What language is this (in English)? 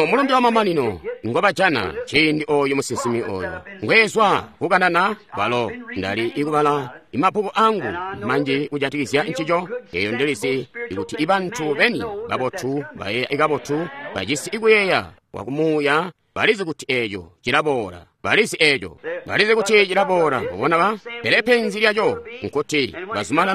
Tonga (Zambia)